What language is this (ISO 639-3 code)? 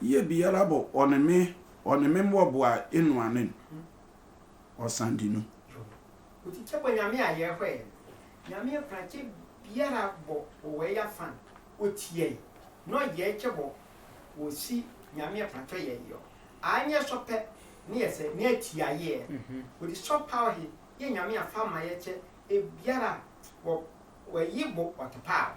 sfw